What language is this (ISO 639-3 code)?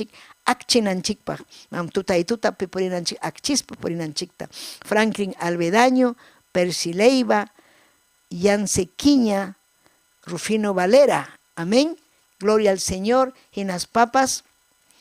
quy